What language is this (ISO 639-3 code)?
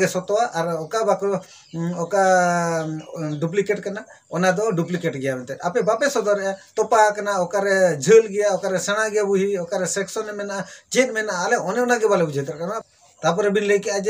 sat